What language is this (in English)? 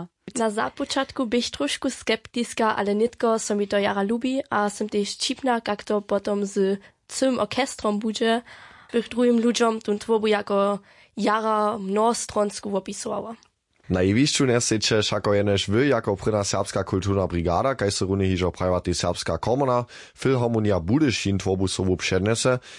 Upper Sorbian